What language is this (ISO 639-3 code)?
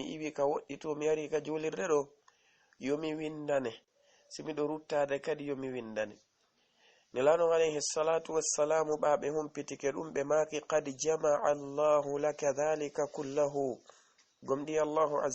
ful